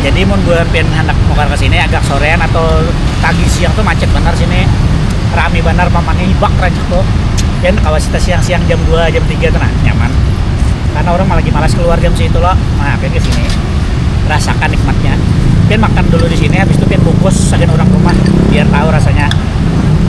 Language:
Banjar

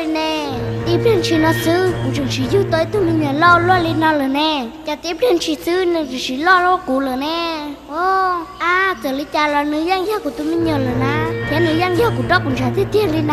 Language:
Hmong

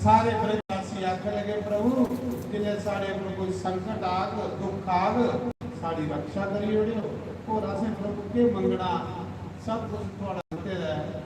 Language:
Dogri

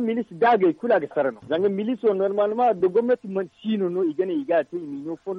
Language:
Zarma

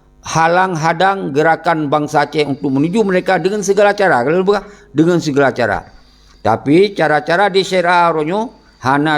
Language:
Achinese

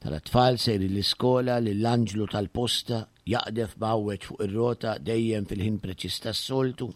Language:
Maltese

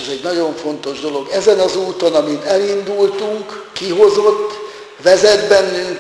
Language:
Hungarian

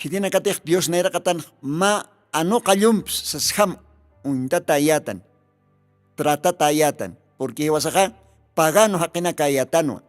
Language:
Aymara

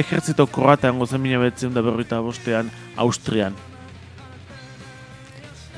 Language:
Basque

